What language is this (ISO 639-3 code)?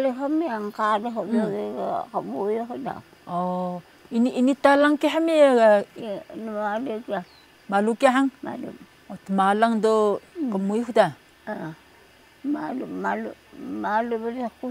trv